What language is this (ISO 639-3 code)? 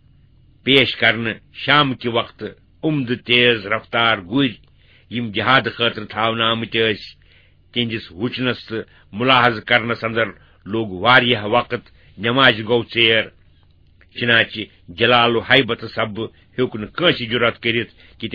kas